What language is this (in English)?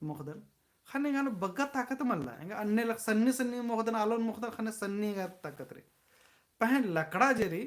Kurukh